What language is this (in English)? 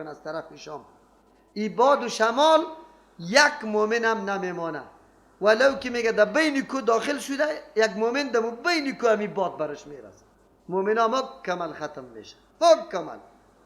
Persian